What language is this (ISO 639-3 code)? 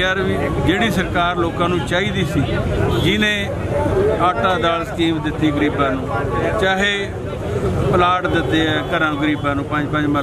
pan